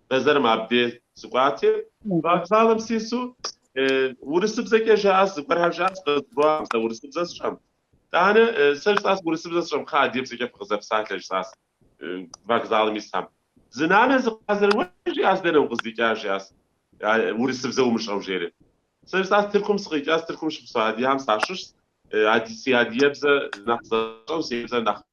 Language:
Kabardian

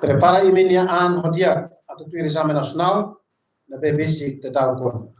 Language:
Tetum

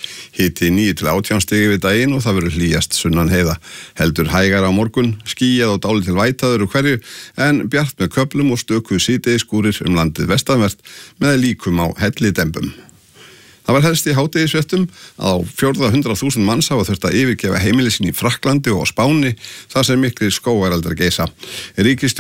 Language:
Icelandic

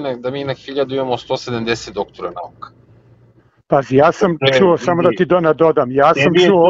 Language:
Serbian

